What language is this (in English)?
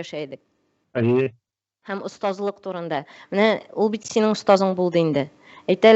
Tatar